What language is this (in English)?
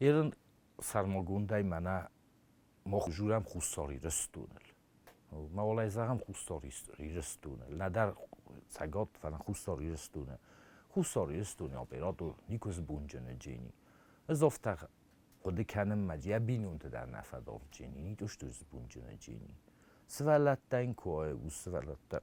Ossetic